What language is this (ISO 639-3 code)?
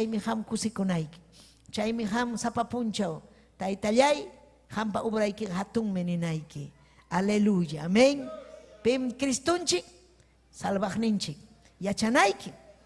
quy